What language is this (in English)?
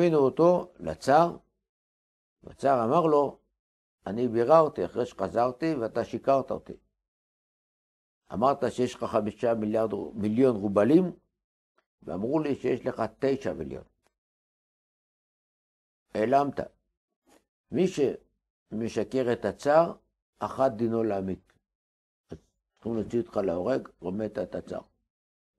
Hebrew